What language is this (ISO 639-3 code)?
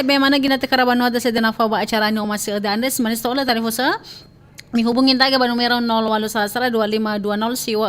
nia